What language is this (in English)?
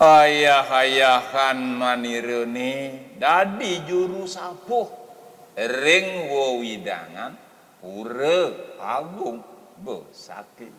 Balinese